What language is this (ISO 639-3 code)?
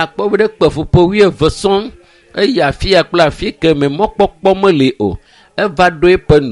ewe